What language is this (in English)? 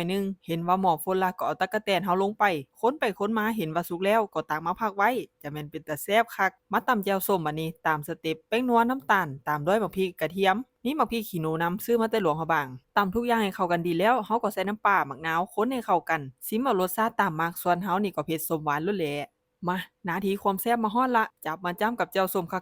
Lao